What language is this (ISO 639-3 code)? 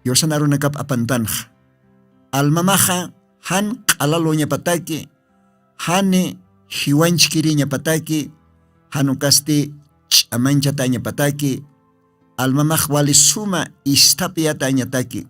aym